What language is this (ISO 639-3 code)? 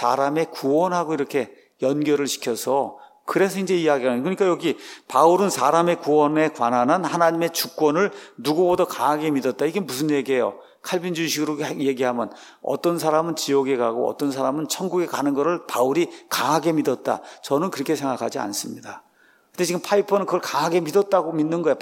kor